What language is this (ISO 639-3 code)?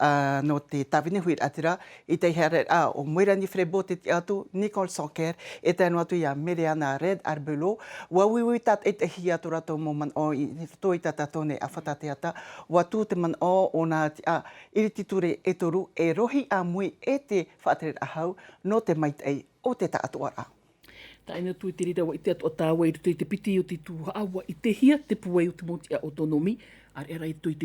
tah